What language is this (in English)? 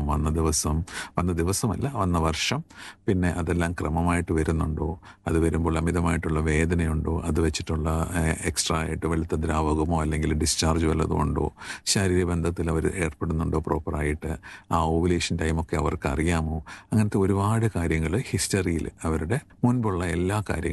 Malayalam